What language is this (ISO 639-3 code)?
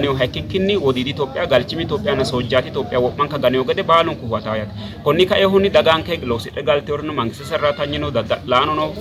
sid